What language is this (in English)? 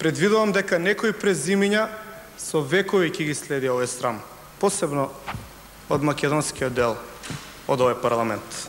Macedonian